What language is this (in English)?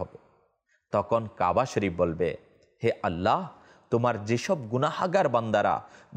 Bangla